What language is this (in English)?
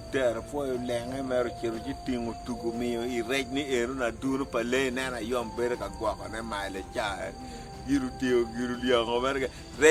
Acoli